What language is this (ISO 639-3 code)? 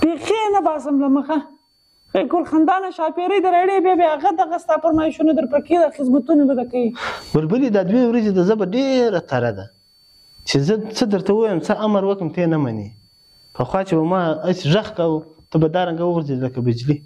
pus